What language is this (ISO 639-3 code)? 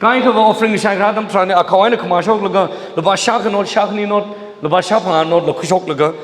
nmf